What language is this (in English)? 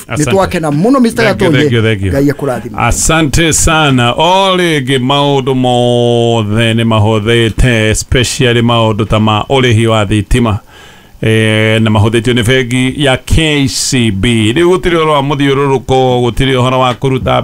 Kikuyu